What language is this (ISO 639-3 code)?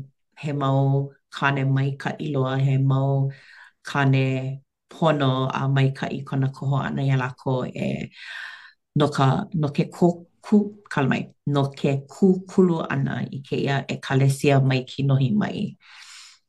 haw